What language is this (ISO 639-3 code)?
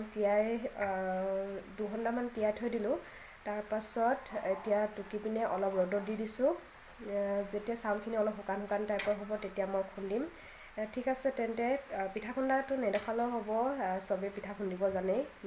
asm